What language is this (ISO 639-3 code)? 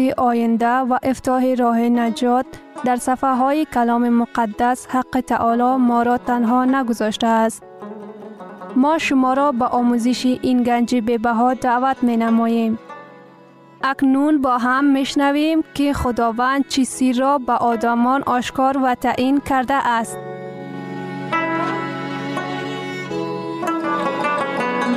fas